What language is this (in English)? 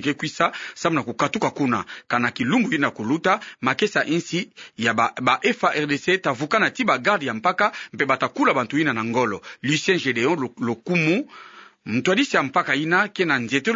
Kituba (Democratic Republic of Congo)